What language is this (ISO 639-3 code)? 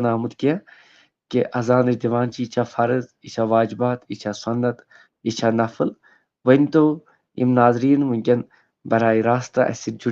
kas